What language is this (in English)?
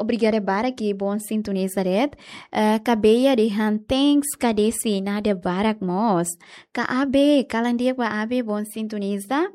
Tetum